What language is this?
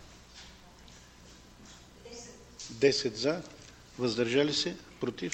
Bulgarian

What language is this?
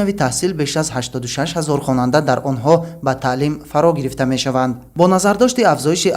Tajik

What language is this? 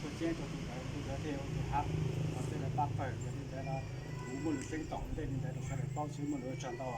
Hmong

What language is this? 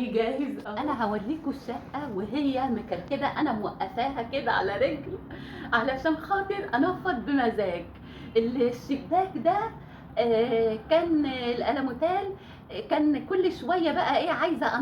Egyptian Arabic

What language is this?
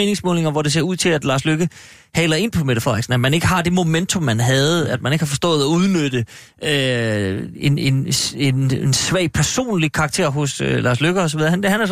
Danish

